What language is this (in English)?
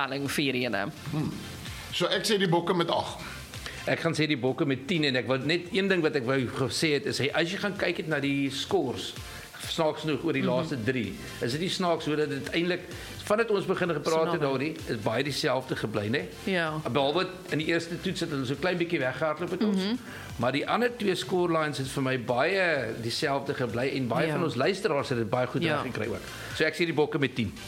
Afrikaans